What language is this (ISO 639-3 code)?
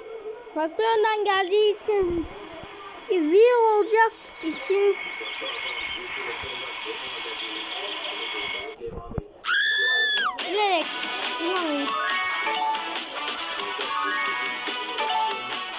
tur